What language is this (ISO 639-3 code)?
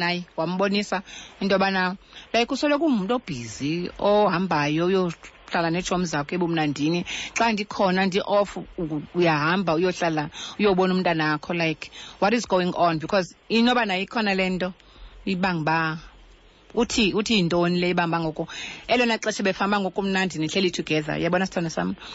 xho